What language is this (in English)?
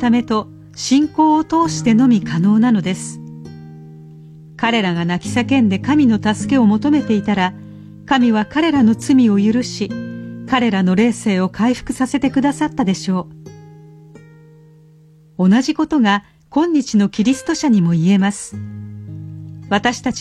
Japanese